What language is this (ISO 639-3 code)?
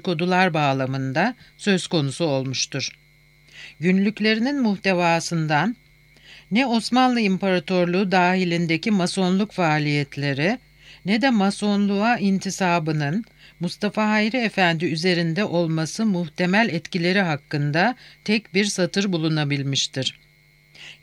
tur